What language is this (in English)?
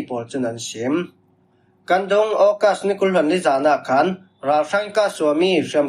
Falam Chin